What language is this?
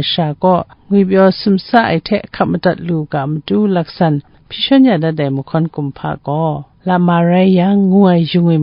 Kachin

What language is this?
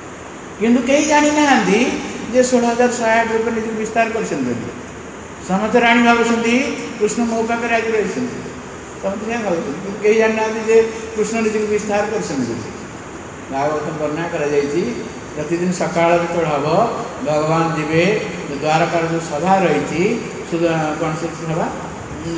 Odia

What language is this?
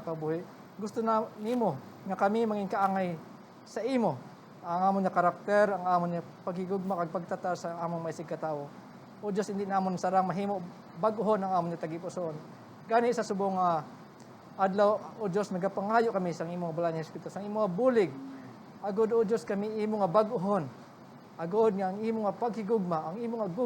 Hiligaynon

